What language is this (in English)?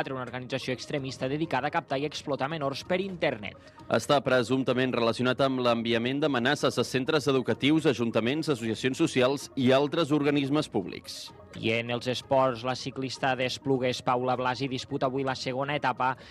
Catalan